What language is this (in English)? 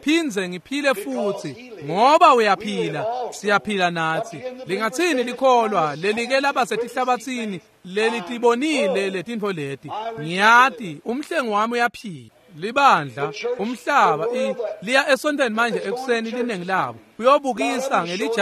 Swati